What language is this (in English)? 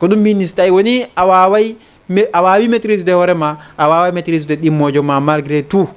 Fula